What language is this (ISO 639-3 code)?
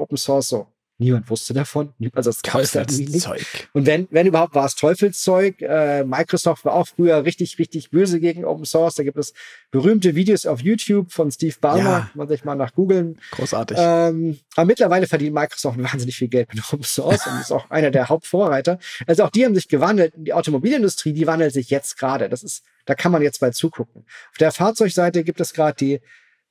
deu